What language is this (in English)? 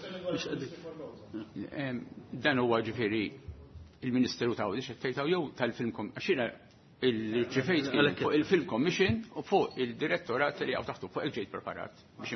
Maltese